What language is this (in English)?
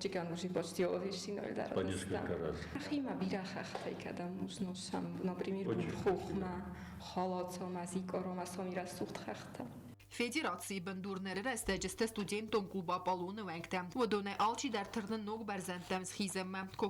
Ossetic